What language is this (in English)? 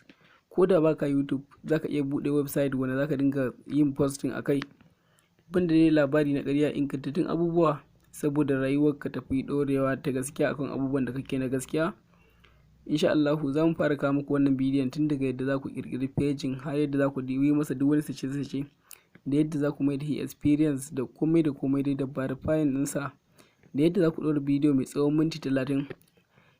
Hausa